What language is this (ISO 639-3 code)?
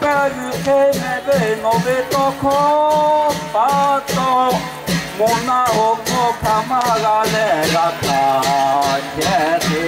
lhu